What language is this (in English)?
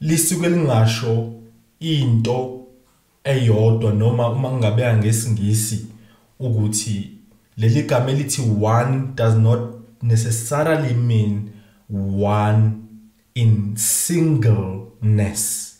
Zulu